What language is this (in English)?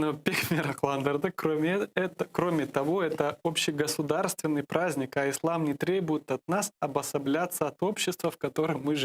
Crimean Tatar